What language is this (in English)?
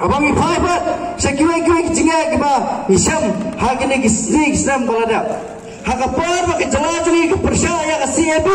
Pnar